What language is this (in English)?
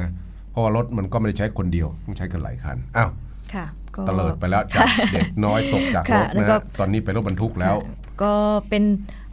Thai